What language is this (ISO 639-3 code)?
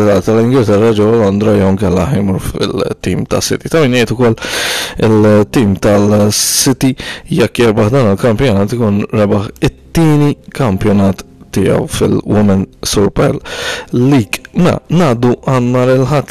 mlt